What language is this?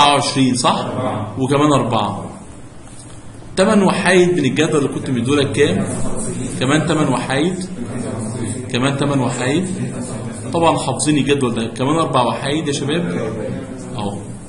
Egyptian Arabic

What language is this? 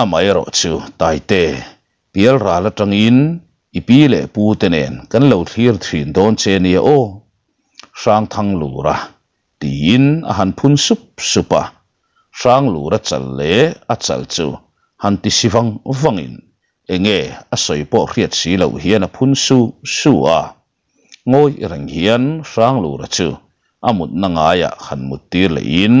Mizo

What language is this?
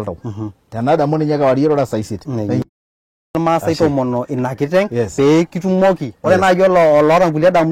Masai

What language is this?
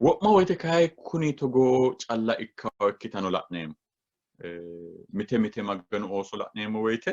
Sidamo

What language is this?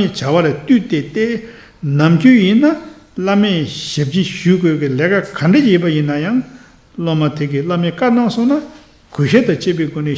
Tibetan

